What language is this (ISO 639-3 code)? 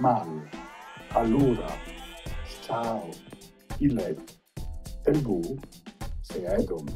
lmo